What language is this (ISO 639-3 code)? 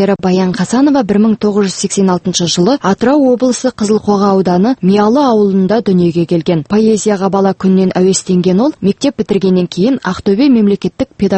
kaz